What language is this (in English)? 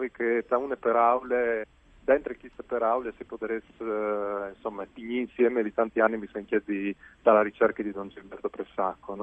Friulian